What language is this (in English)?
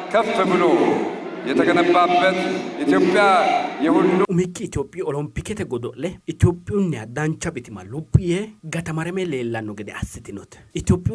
Sidamo